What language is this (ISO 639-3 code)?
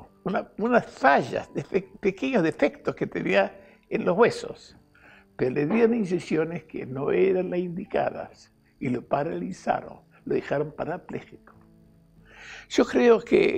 spa